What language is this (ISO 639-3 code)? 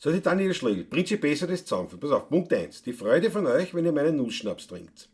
bar